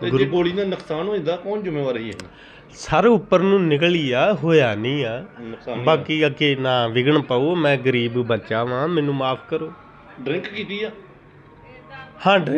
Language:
Punjabi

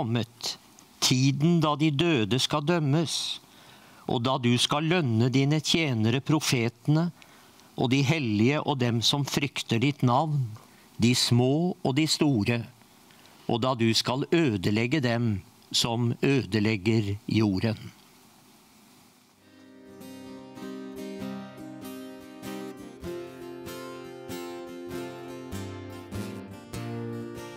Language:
Norwegian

